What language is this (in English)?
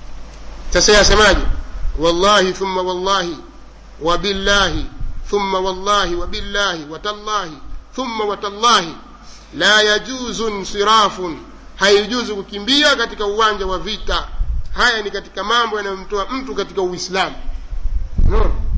Swahili